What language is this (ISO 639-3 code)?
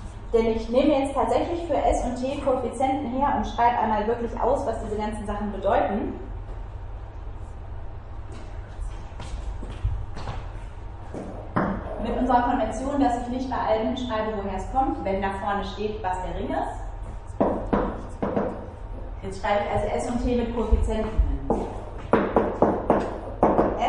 deu